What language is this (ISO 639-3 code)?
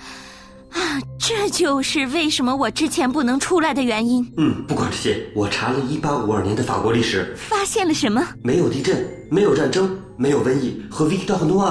zho